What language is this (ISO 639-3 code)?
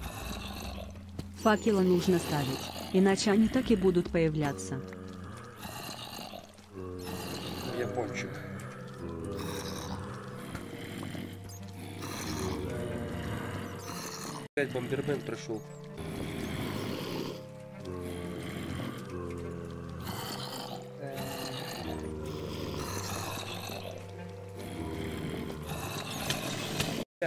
rus